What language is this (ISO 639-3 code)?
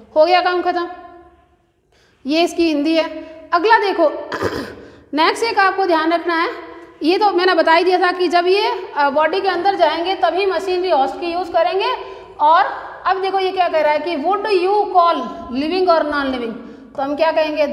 hin